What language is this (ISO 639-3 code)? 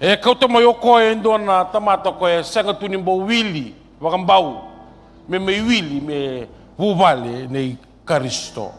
fij